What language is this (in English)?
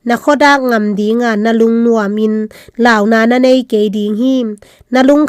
Tedim Chin